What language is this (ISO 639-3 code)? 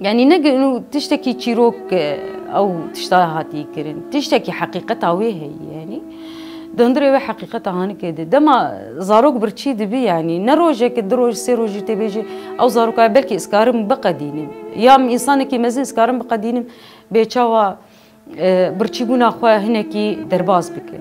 kur